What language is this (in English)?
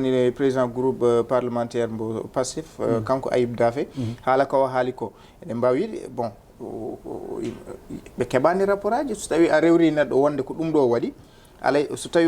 Fula